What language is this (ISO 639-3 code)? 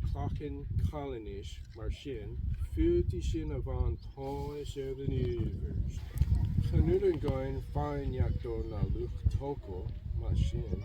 gla